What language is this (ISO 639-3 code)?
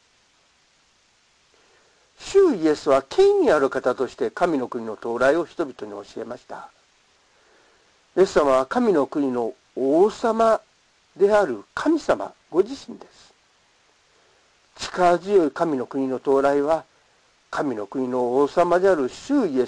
jpn